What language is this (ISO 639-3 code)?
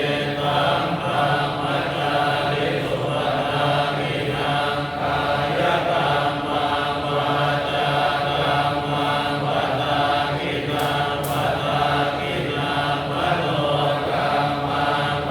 pli